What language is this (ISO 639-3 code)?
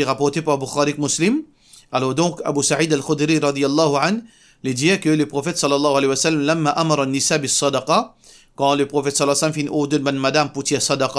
mfe